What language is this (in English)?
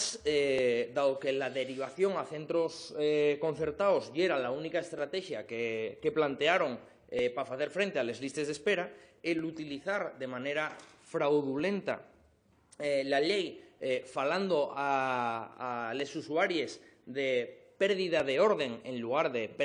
Asturian